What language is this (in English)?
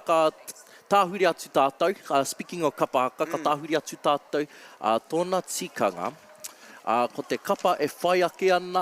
Māori